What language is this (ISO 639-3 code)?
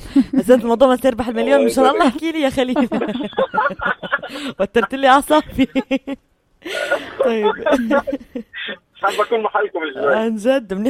apc